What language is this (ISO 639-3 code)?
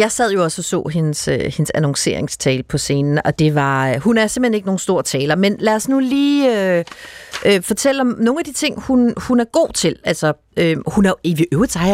dan